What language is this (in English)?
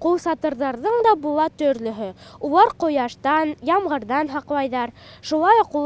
Bashkir